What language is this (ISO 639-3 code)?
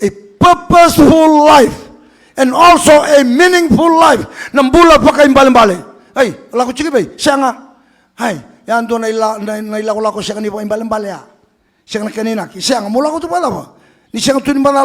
fij